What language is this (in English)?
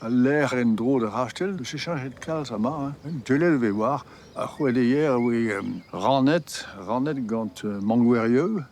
Breton